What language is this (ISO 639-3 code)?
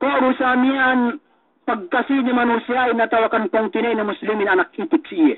yka